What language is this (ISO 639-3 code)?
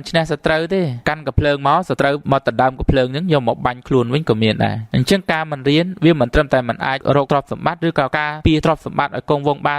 khm